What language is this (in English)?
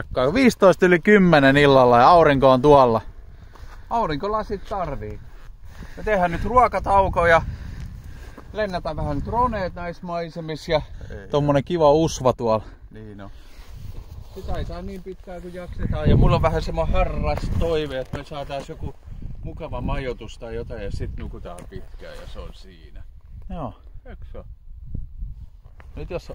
Finnish